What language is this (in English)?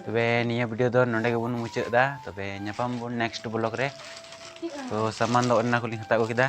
Santali